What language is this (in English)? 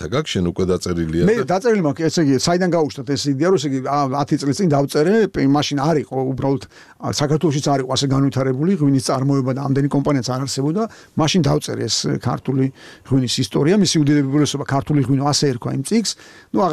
Georgian